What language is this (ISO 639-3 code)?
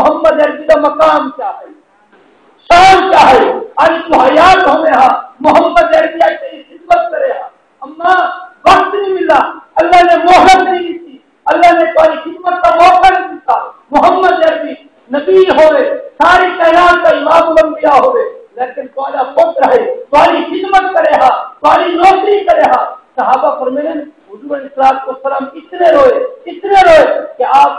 skr